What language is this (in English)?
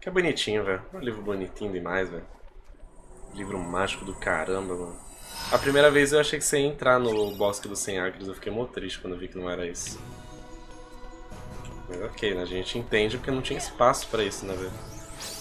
Portuguese